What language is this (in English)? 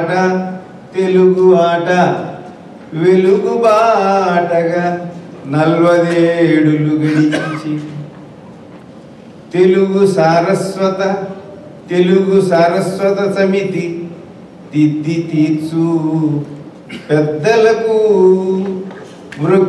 Telugu